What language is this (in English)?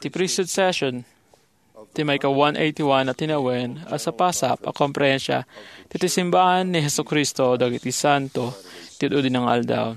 Iloko